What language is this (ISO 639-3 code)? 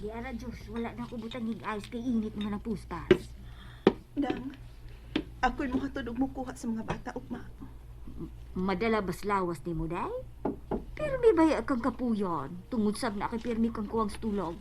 ceb